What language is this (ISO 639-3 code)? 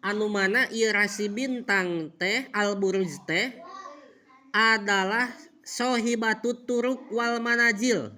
sun